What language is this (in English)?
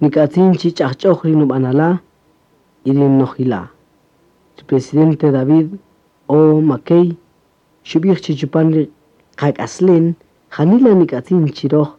Kaqchikel